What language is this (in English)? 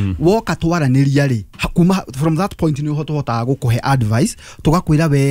Kikuyu